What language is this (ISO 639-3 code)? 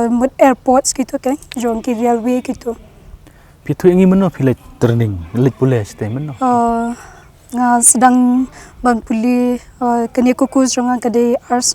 kha